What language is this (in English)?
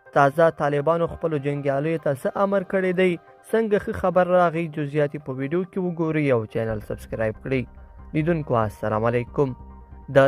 Pashto